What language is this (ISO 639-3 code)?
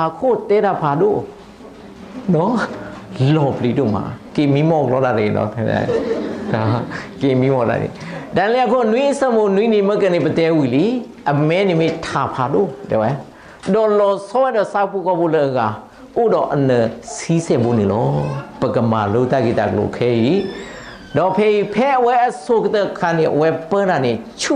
ksw